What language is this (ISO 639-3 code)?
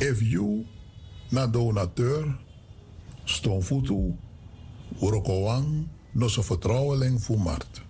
srn